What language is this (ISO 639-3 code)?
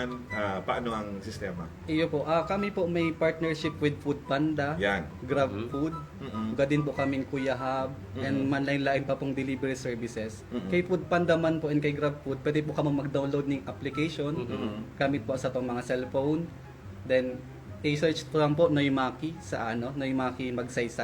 bik